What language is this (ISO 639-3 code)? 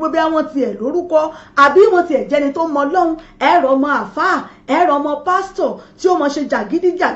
yor